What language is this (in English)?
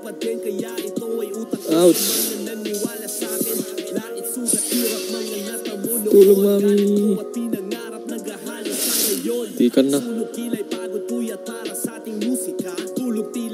Filipino